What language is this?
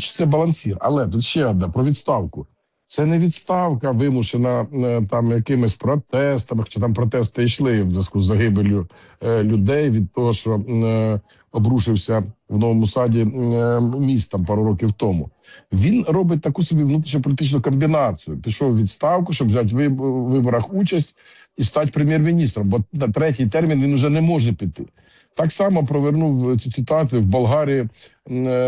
Ukrainian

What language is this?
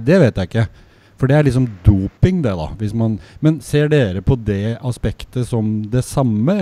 Norwegian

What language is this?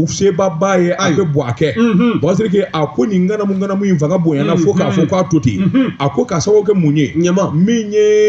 Bambara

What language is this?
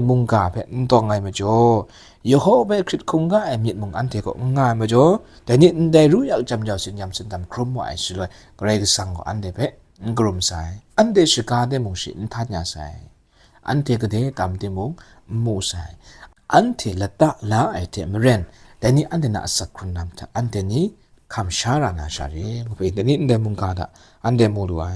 Kachin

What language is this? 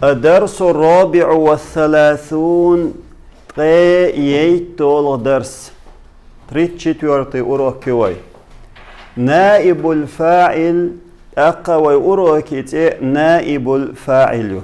Chechen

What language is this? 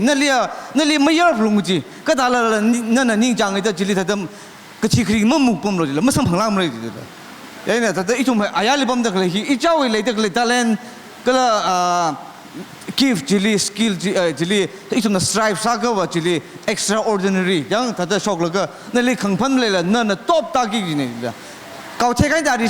Tangkhul Naga (India)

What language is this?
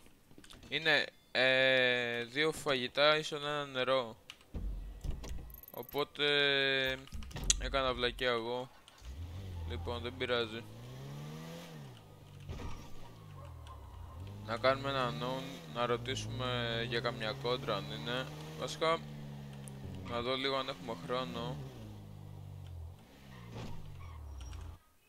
Greek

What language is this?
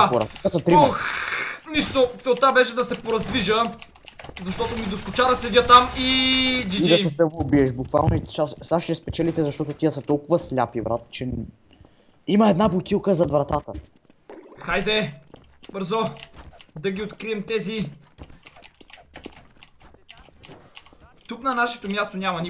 Bulgarian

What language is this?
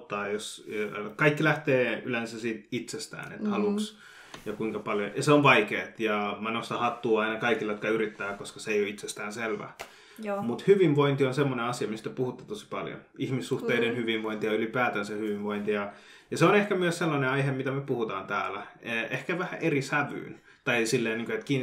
Finnish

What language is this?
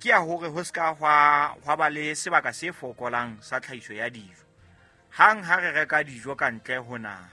Southern Sotho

